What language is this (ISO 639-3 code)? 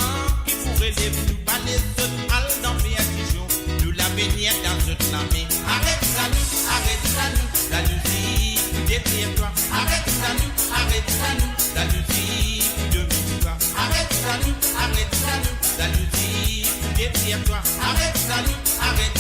mfe